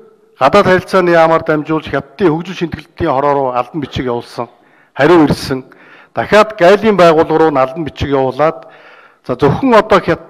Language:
Mongolian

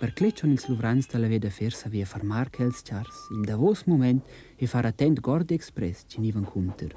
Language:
Romansh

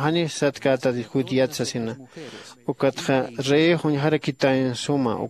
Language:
Aymara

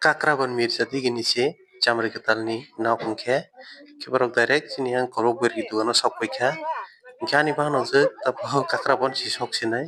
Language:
Kok Borok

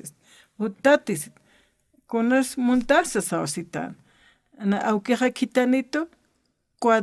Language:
Aymara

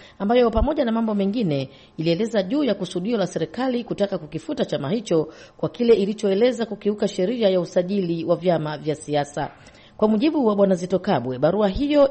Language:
Swahili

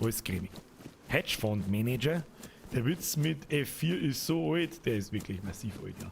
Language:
Bavarian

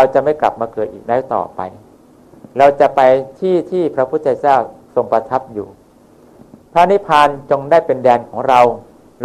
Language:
Thai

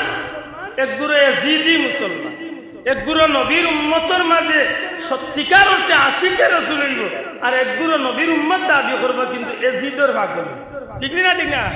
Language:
Sylheti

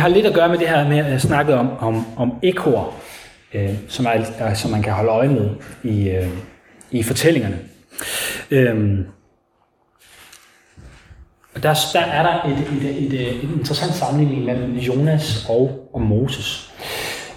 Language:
Danish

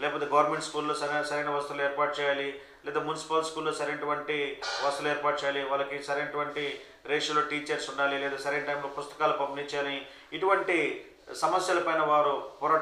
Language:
Telugu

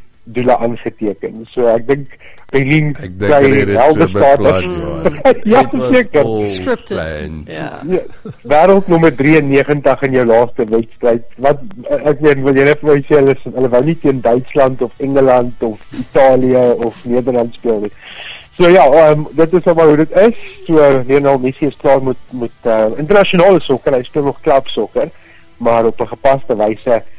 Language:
Afrikaans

